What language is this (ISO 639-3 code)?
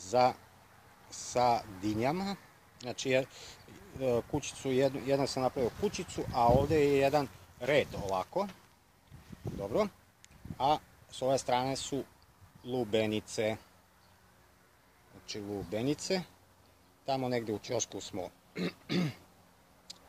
srp